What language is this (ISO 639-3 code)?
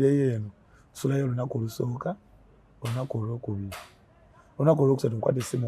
lug